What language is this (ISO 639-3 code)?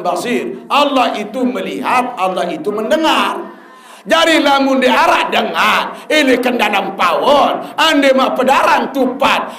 sas